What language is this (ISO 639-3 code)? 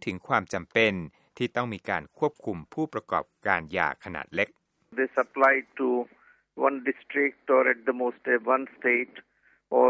tha